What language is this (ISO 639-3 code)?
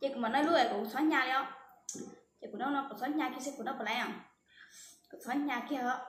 hmn